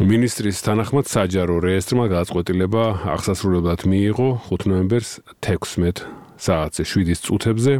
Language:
Georgian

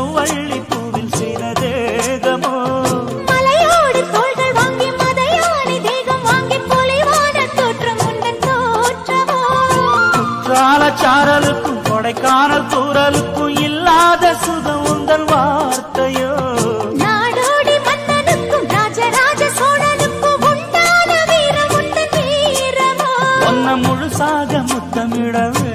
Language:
Tamil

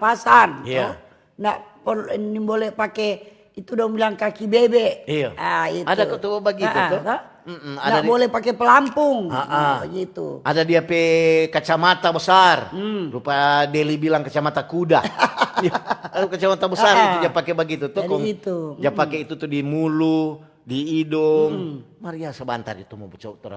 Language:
Manado Malay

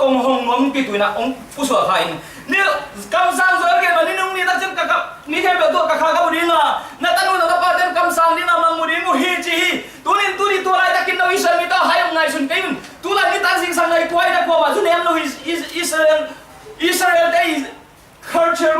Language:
Tedim Chin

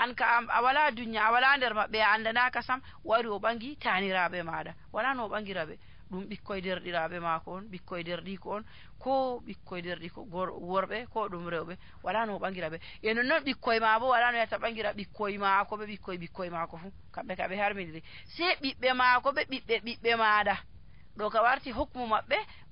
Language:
Nigerian Fulfulde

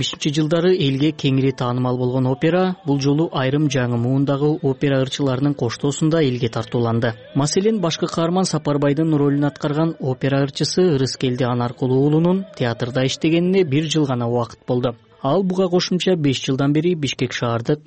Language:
Kyrgyz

